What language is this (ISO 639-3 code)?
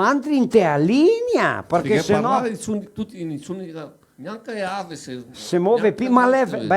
vec